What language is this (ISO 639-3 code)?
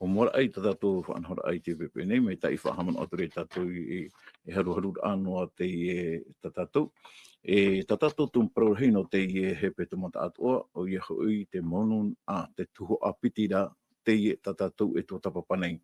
tah